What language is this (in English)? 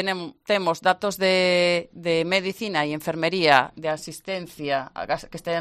Galician